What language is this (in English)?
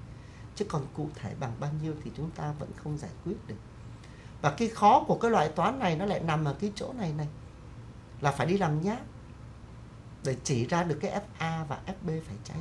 Vietnamese